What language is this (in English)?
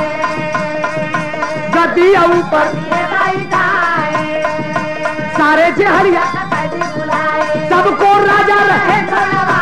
Bhojpuri